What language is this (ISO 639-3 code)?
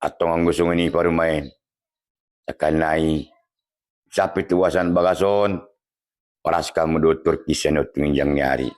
bbc